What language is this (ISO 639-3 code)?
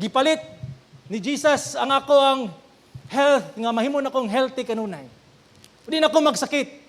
ceb